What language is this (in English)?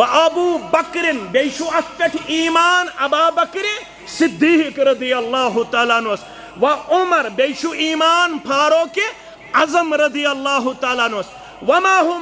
Kashmiri